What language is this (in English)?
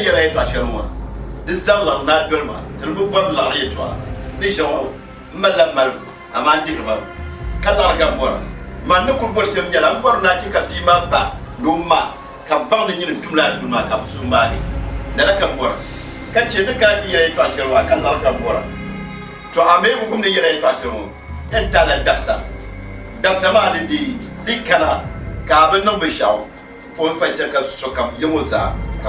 Dagbani